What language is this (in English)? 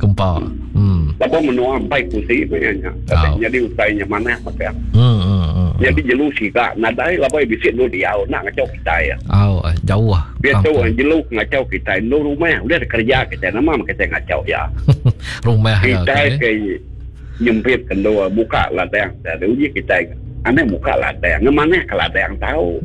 Iban